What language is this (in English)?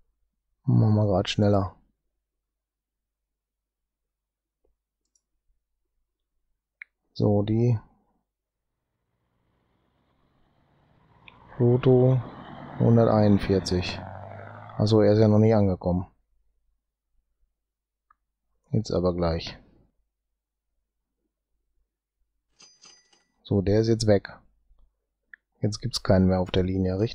German